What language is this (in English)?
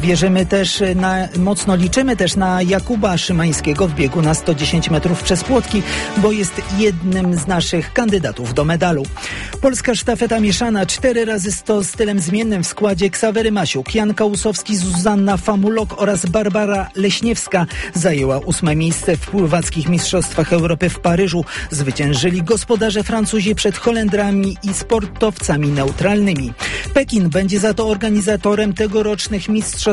Polish